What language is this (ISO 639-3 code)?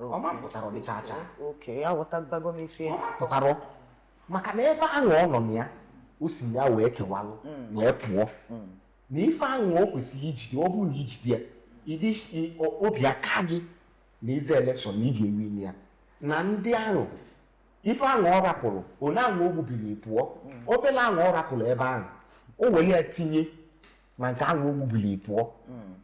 ibo